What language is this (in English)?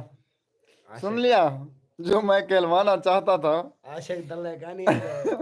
Saraiki